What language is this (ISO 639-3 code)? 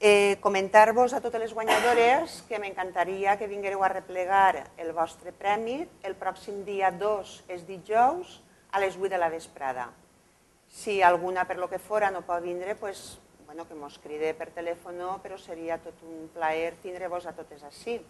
cat